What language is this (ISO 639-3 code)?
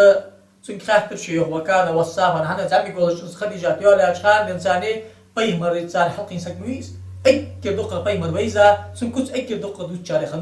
inh